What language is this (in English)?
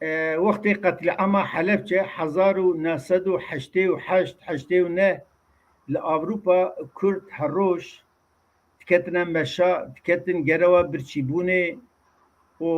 Kurdish